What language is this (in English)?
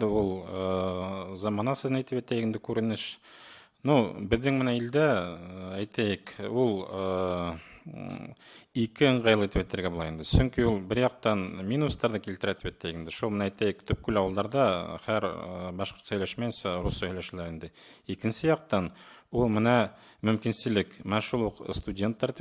Bashkir